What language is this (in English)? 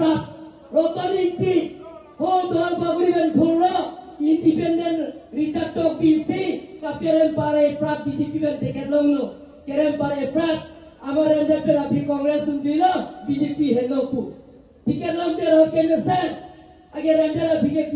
Karbi